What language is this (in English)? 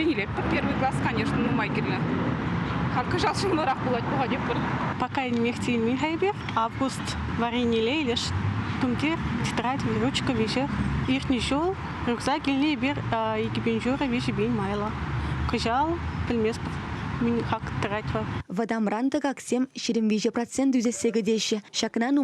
Chuvash